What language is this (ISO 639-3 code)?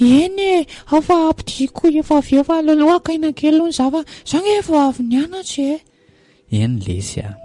mlg